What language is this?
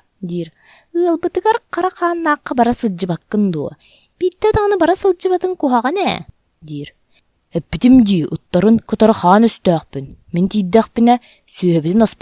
Yakut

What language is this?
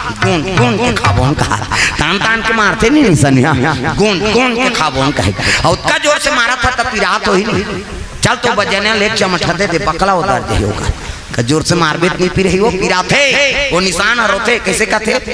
Chhattisgarhi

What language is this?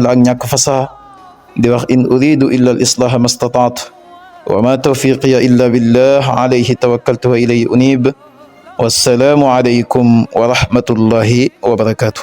Wolof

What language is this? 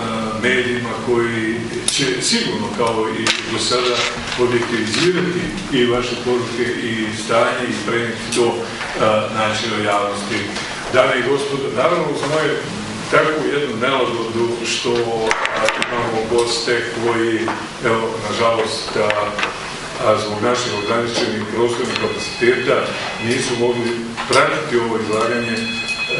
Croatian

